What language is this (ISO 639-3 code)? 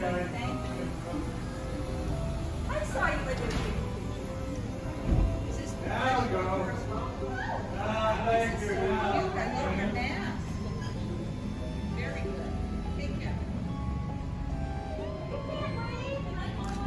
eng